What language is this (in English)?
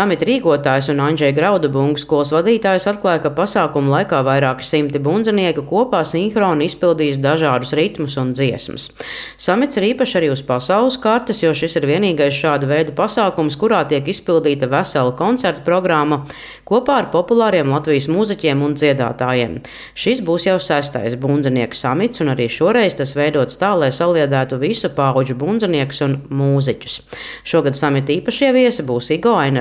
Latvian